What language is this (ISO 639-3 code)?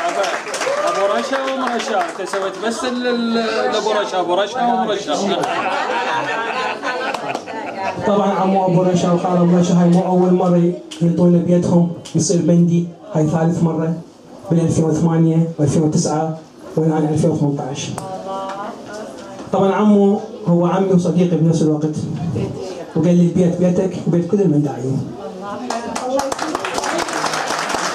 acm